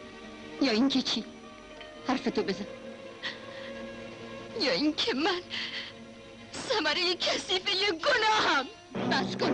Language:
Persian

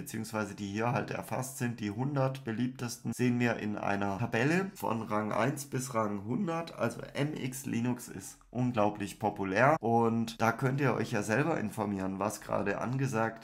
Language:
German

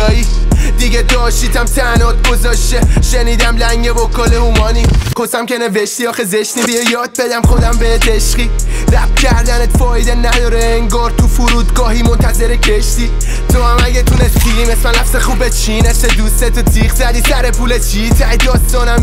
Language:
Persian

